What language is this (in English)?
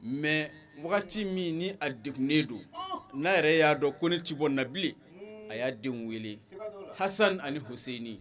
Bambara